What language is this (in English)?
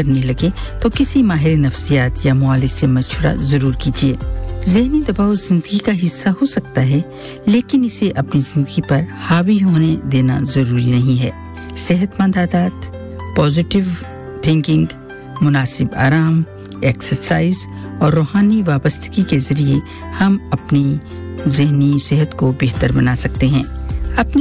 Urdu